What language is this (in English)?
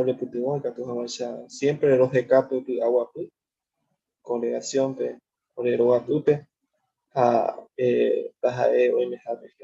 Guarani